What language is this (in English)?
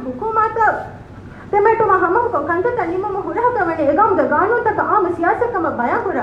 Divehi